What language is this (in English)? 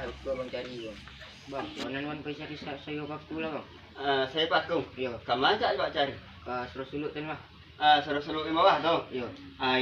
Minangkabau